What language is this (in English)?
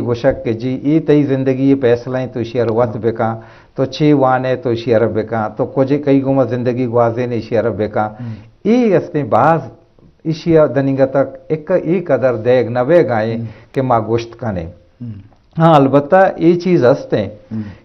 Eastern Balochi